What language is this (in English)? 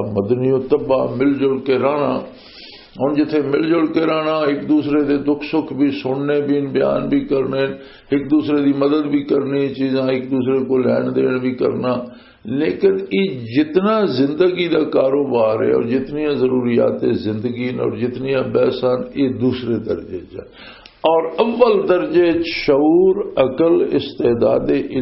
Western Panjabi